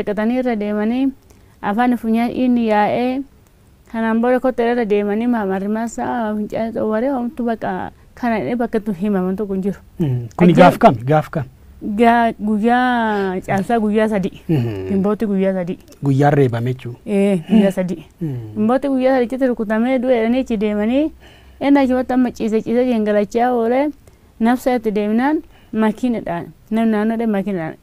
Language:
Oromo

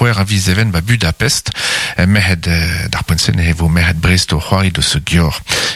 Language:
Breton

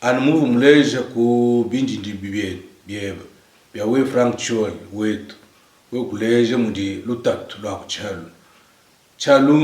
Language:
Luba-Lulua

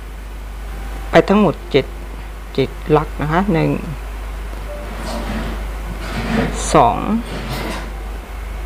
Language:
Thai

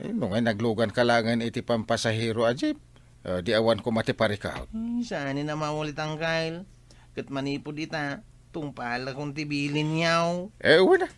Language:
Iloko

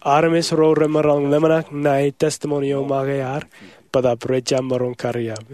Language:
Marshallese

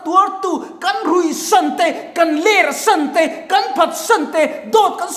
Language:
Mizo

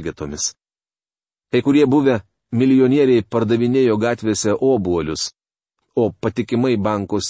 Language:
Lithuanian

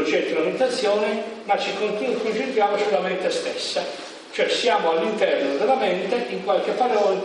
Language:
Italian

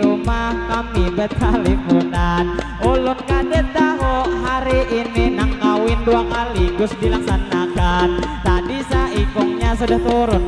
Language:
Banjar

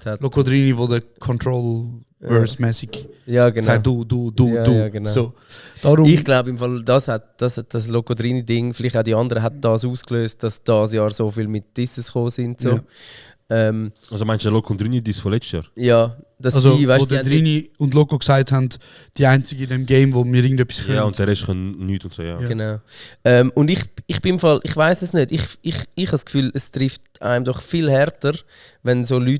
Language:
Swiss German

